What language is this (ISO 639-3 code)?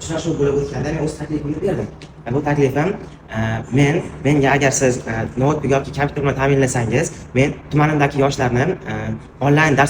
uzb